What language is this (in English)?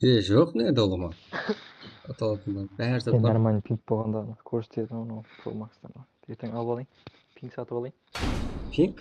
Kara-Kalpak